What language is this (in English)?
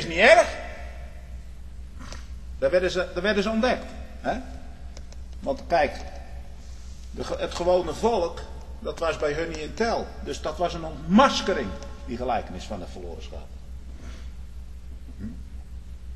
Dutch